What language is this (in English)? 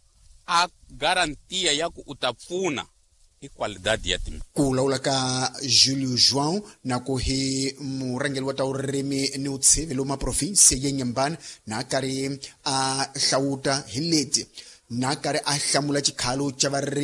Tsonga